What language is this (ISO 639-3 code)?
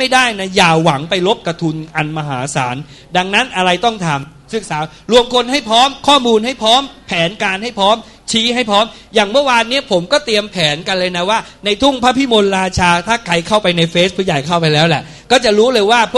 tha